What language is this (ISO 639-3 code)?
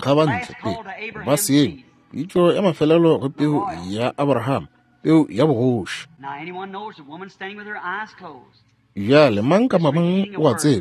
nso